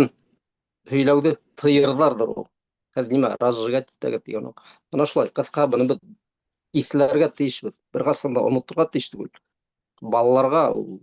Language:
Bashkir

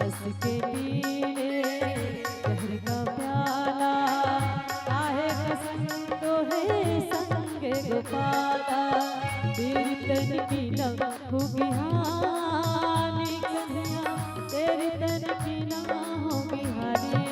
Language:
Chhattisgarhi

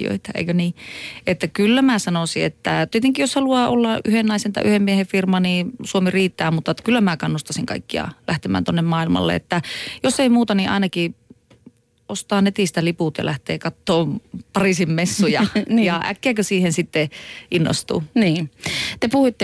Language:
Finnish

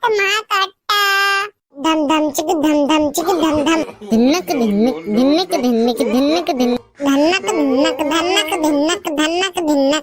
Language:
Chhattisgarhi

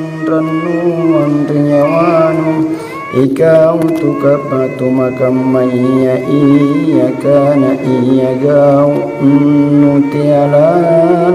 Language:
Makasar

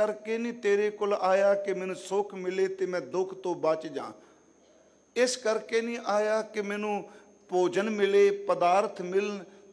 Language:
Punjabi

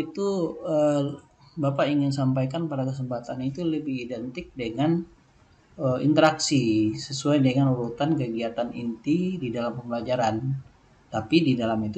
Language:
Indonesian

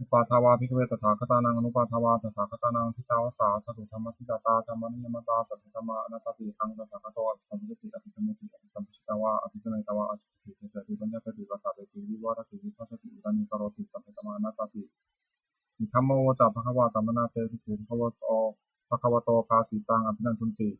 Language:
Pali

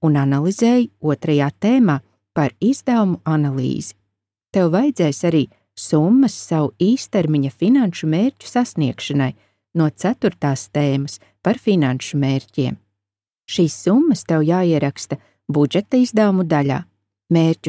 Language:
Latvian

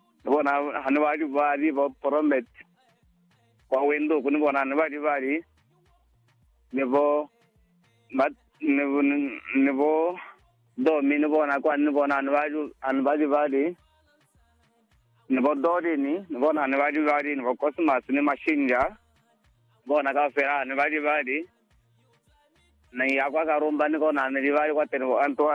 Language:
Lozi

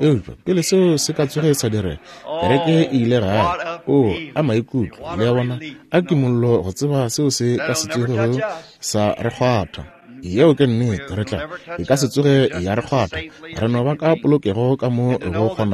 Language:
Northern Sotho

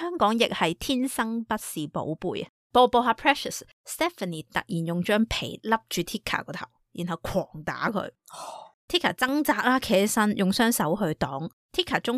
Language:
Cantonese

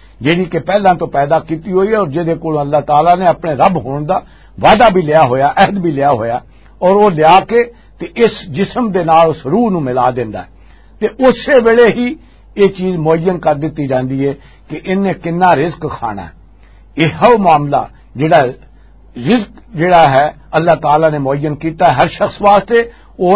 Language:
Western Panjabi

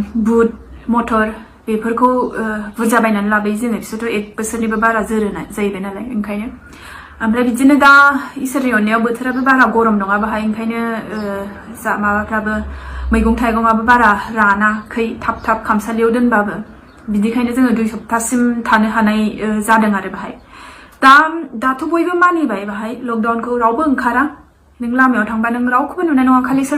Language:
Bodo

